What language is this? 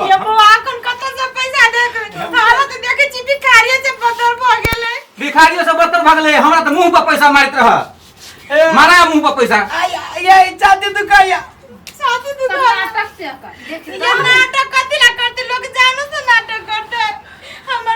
Maithili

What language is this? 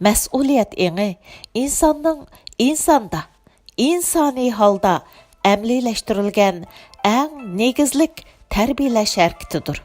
Uyghur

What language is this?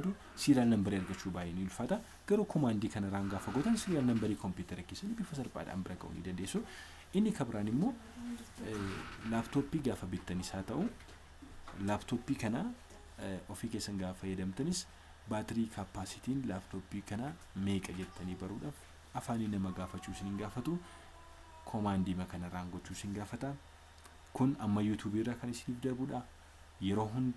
Oromo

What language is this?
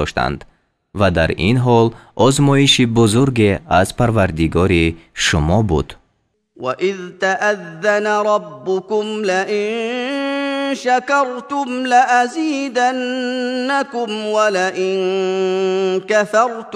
Tajik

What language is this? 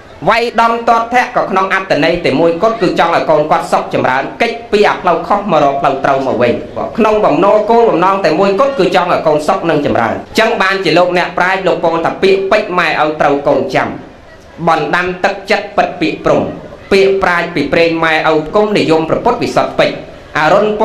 Khmer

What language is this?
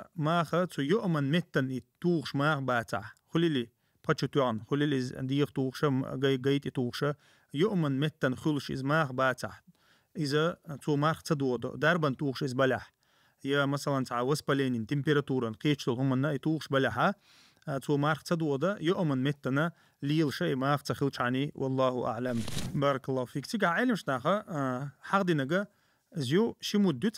Chechen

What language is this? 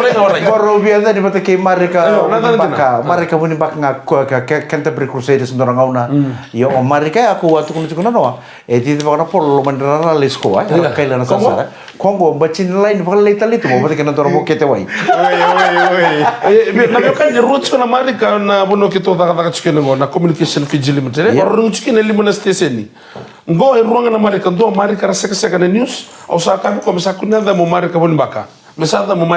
Fijian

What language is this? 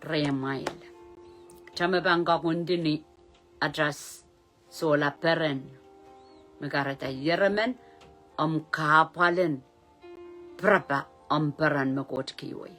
Pohnpeian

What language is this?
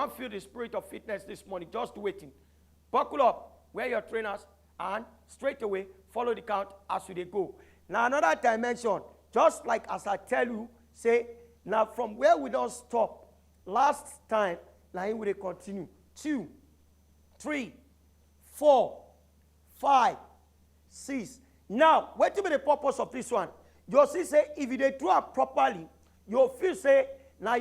Nigerian Pidgin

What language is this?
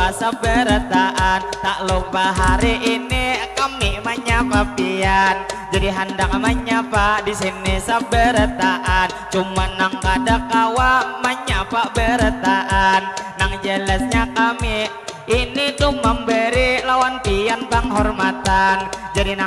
Banjar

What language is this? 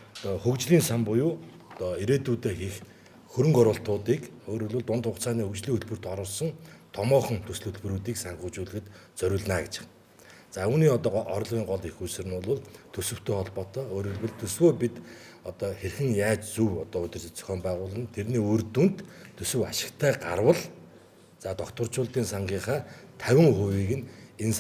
Mongolian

